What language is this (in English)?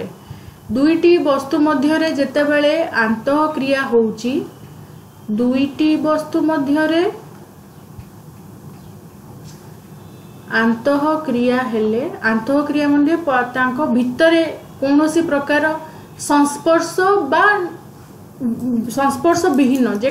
Odia